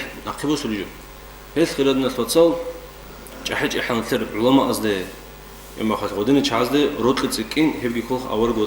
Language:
Avaric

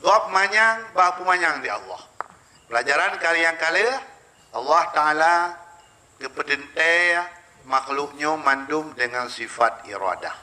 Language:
Achinese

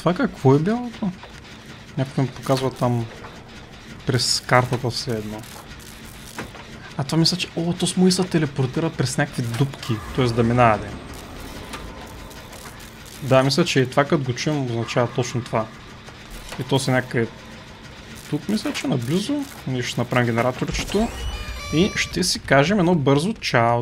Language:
Bulgarian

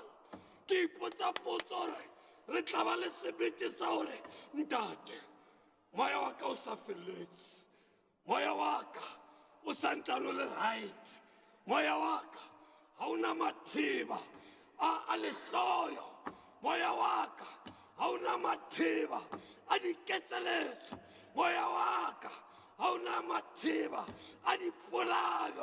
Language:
Southern Sotho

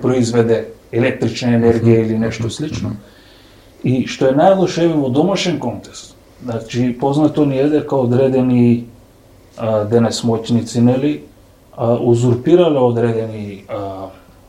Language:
Macedonian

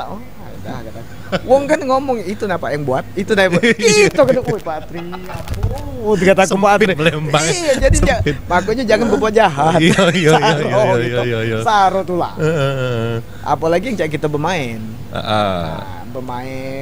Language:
Musi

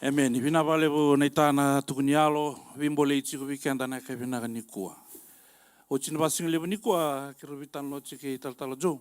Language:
Fijian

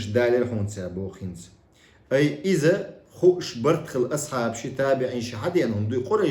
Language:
Chechen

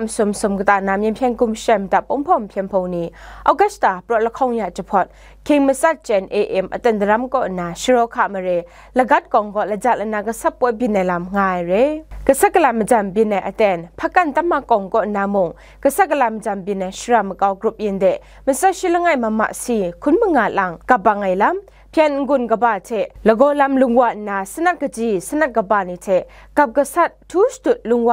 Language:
Kachin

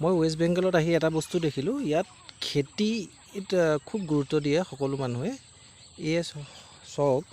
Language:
Assamese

